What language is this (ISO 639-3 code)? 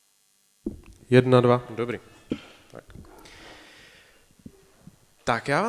ces